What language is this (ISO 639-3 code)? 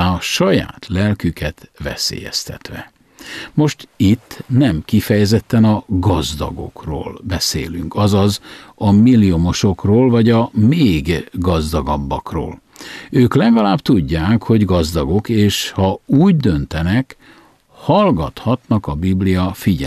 hun